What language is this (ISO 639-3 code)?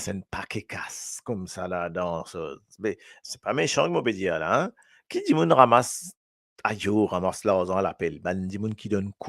mfe